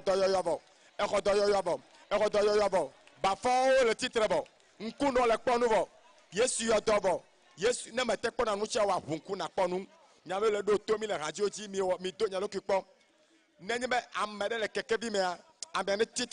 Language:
Ewe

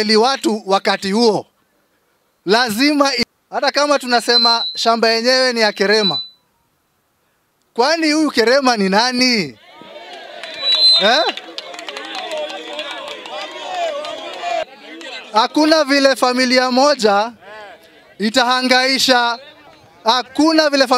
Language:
Swahili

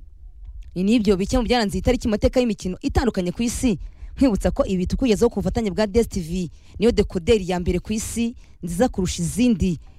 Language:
Kinyarwanda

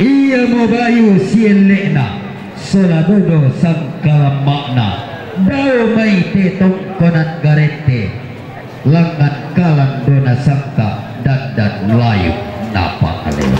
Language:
Toraja-Sa'dan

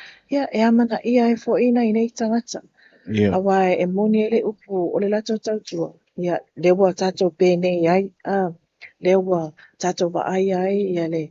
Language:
Samoan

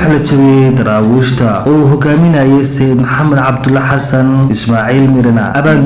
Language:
Somali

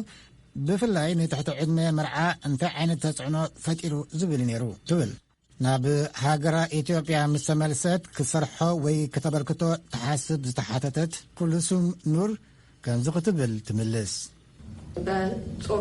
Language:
Tigrinya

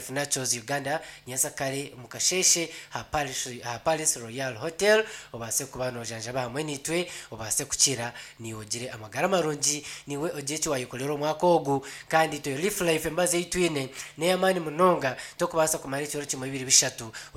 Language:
Nyankole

